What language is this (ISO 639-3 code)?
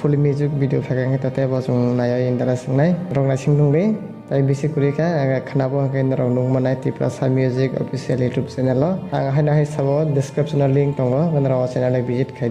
trp